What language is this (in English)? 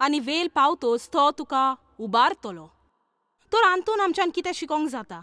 Konkani